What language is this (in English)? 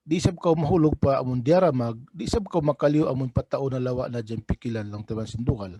Tausug